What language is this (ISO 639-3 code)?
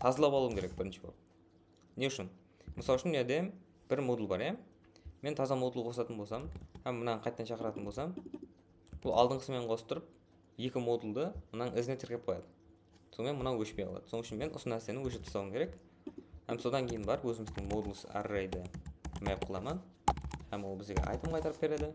kaa